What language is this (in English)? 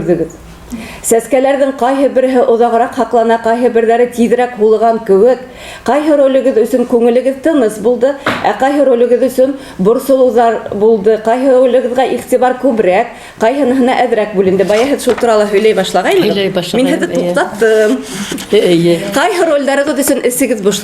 Bashkir